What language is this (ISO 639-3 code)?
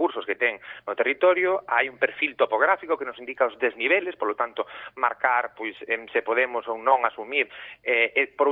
glg